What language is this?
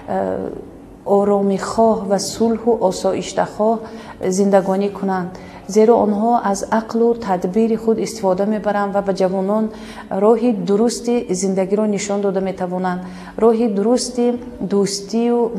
Tajik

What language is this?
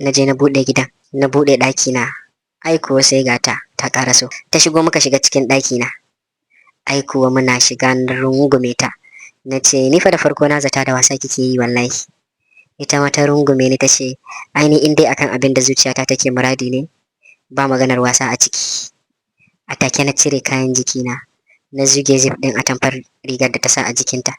Hausa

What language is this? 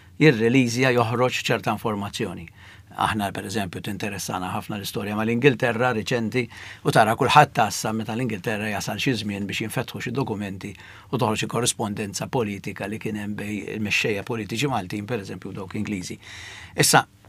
Maltese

